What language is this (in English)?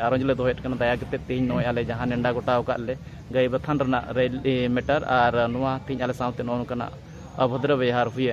Santali